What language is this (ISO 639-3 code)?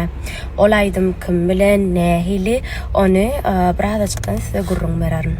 tuk